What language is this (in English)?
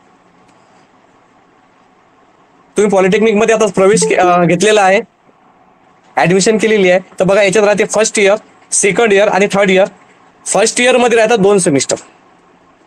Marathi